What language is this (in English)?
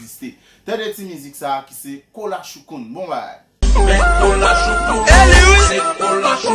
Haitian Creole